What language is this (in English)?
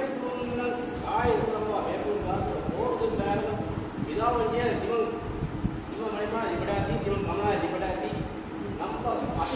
Divehi